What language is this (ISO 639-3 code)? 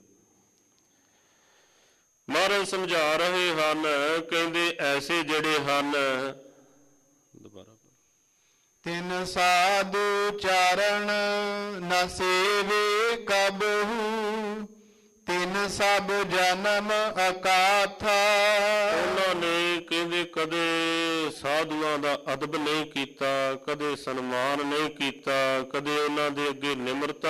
pan